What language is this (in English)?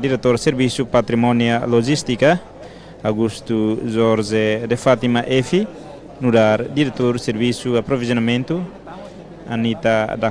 Tetum